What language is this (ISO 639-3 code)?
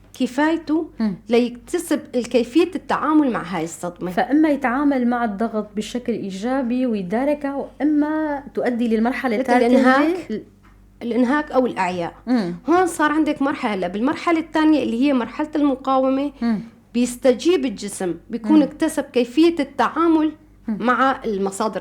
apc